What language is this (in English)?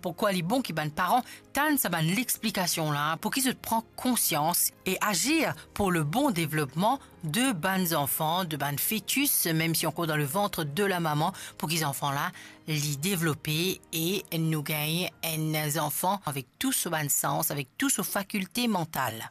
Morisyen